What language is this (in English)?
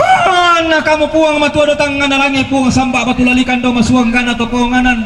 Toraja-Sa'dan